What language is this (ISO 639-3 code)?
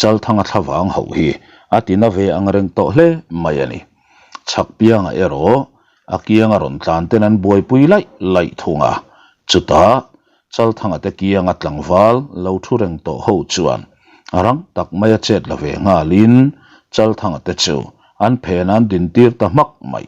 lus